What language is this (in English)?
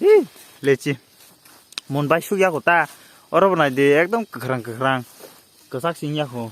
Kok Borok